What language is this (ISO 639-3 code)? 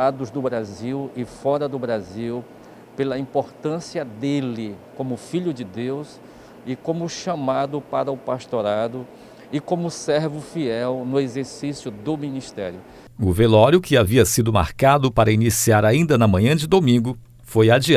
por